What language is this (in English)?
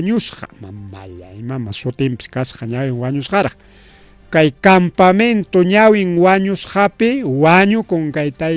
Ayacucho Quechua